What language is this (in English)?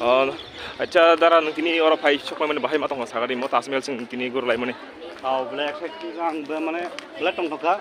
Kok Borok